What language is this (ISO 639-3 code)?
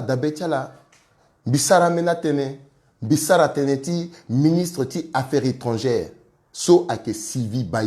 sag